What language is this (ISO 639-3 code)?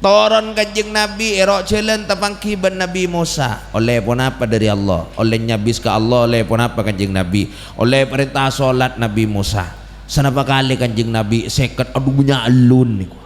mad